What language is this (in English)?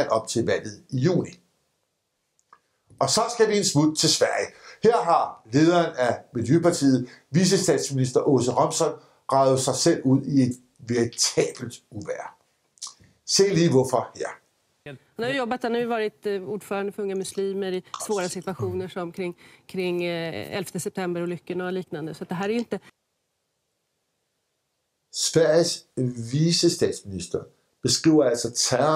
Danish